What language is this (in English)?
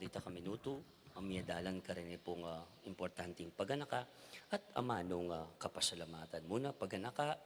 Pampanga